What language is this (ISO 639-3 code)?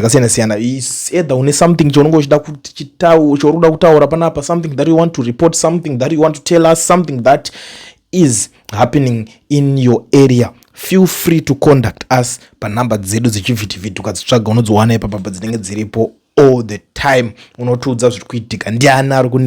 sna